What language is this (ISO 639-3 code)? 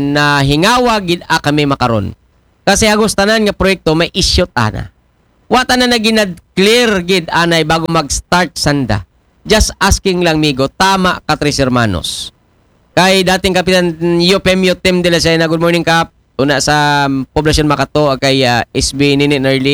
akl